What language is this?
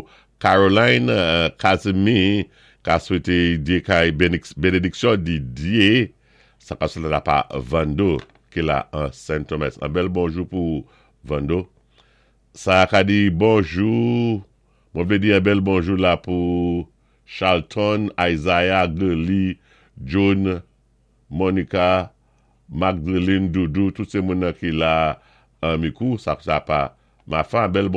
Saint Lucian Creole French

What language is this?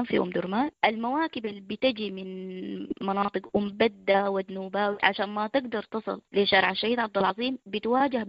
Sudanese Arabic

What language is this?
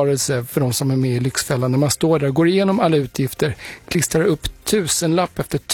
Swedish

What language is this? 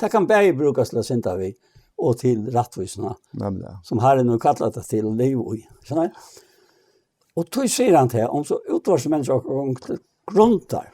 Faroese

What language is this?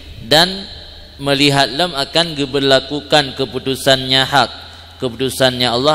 Achinese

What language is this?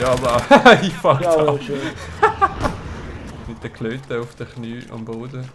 Swiss German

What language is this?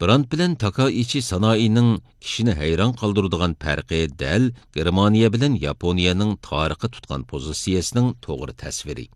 Uyghur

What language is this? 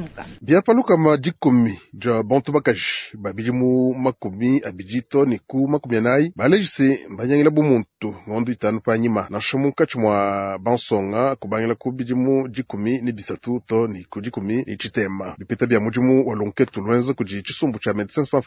Luba-Lulua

